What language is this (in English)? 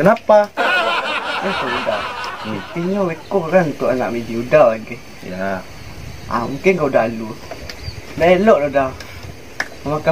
Minangkabau